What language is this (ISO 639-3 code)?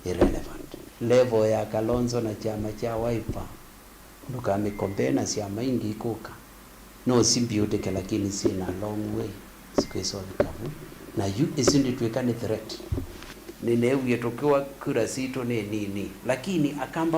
kam